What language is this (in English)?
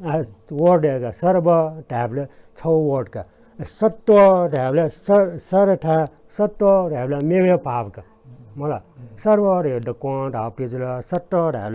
Newari